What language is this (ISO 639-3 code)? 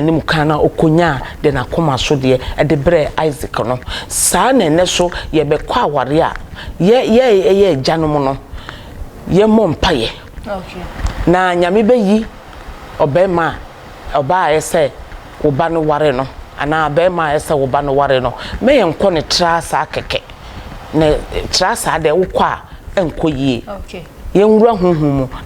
aka